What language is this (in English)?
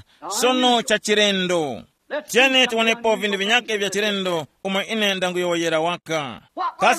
Tumbuka